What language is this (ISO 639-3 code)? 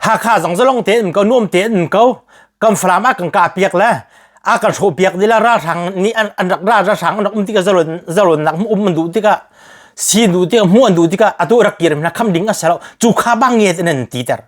cnh